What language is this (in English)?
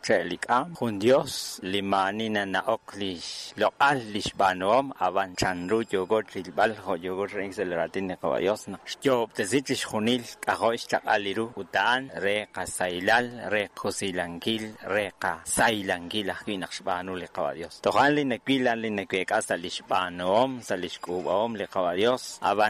Kekchí